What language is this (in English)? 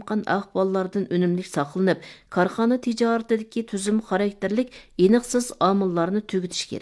Uyghur